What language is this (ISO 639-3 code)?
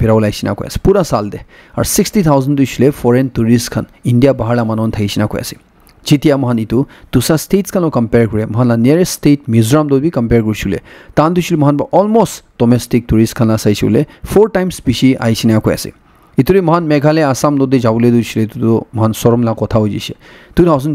nag